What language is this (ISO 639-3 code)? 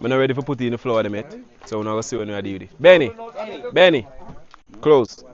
jam